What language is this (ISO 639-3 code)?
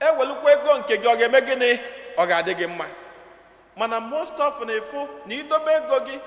ibo